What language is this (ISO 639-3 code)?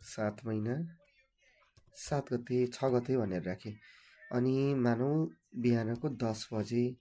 nep